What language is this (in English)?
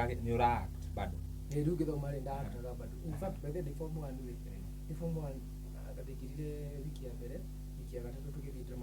Kikuyu